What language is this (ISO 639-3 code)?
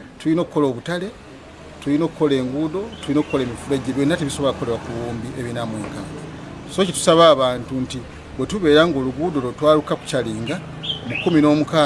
lug